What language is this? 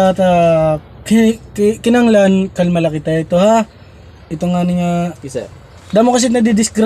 Waray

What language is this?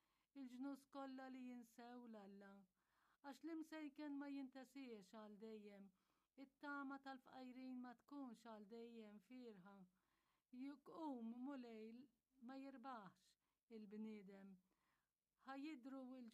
Maltese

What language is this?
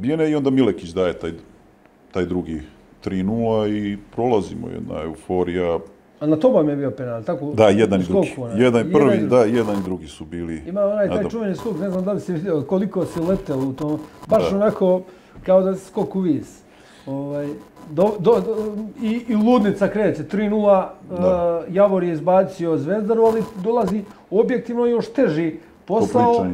Serbian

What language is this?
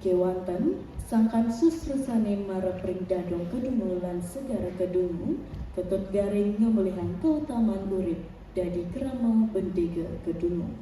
Balinese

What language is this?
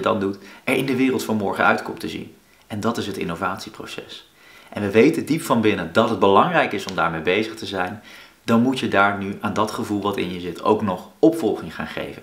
Dutch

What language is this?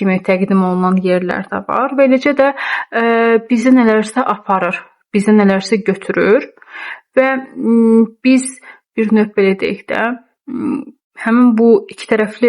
Azerbaijani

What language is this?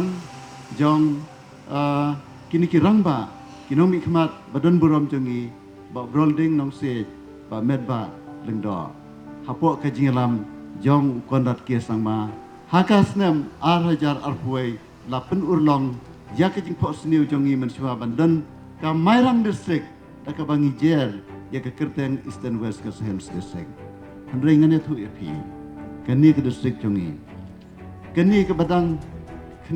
Khasi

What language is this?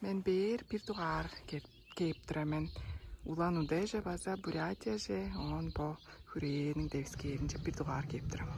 Tuvinian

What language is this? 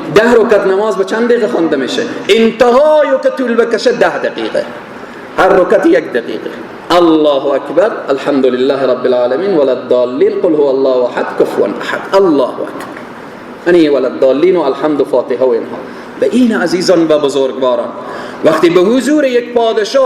Persian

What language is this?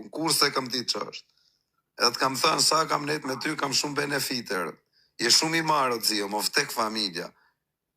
Albanian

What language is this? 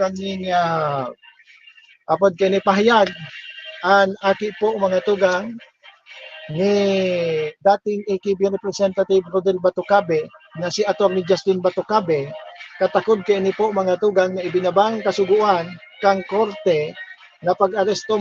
Bikol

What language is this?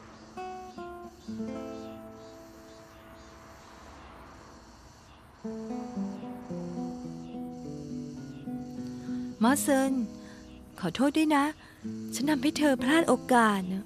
Thai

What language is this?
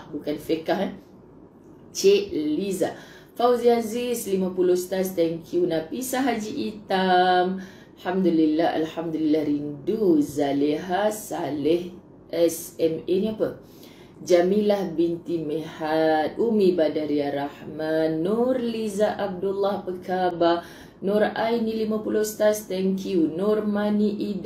Malay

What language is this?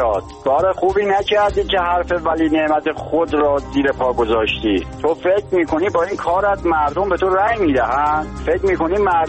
Persian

